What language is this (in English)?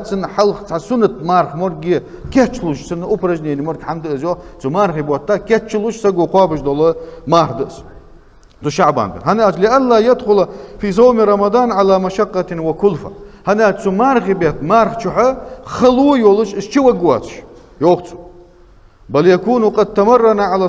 Ingush